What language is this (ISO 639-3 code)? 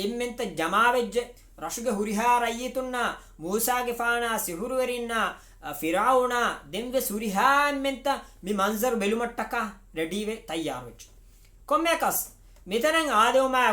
div